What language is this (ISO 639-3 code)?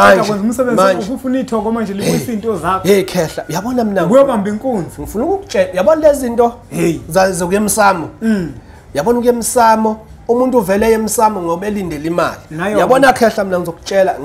zul